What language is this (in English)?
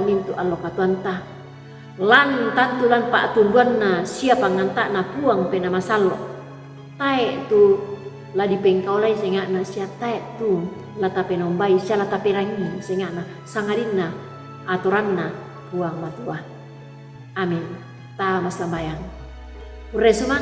Toraja-Sa'dan